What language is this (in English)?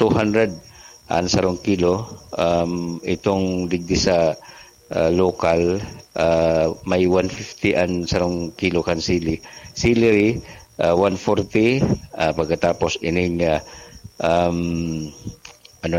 Bikol